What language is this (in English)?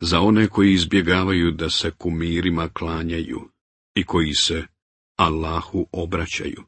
Bosnian